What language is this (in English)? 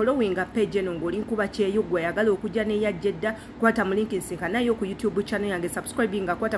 Ganda